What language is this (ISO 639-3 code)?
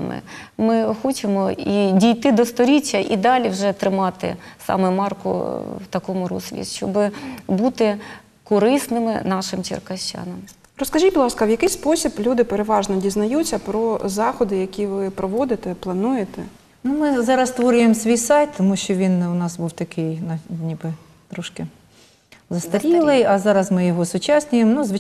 ukr